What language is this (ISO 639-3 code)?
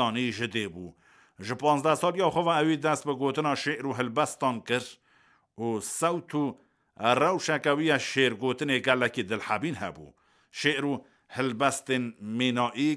kur